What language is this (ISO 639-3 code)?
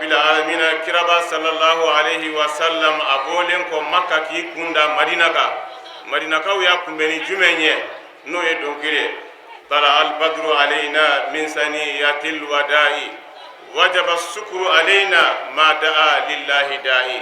bam